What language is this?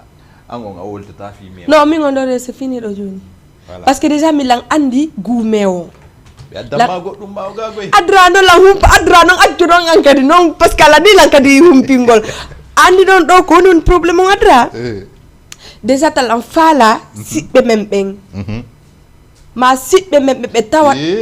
Fula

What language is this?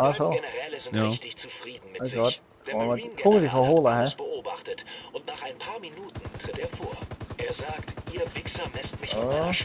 Swiss German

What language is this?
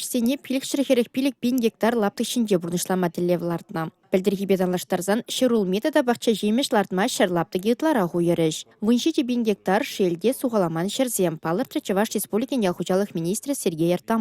Chuvash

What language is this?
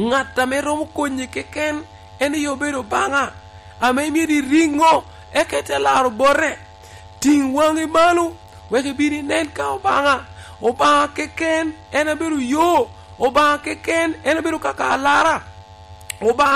Lango (Uganda)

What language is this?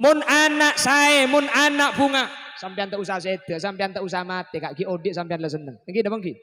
Madurese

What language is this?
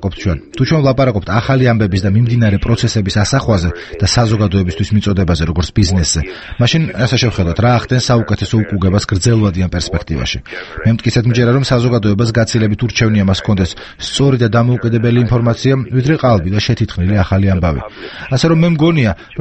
Georgian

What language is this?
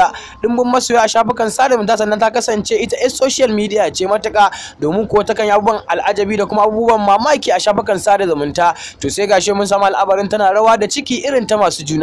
Hausa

